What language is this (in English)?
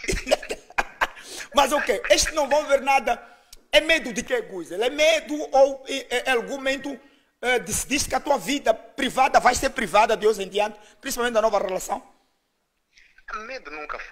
Portuguese